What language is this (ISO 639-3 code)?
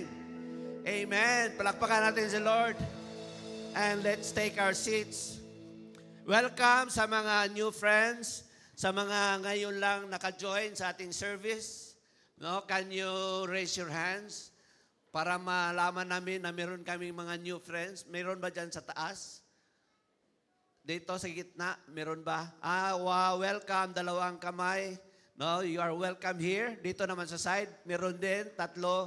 fil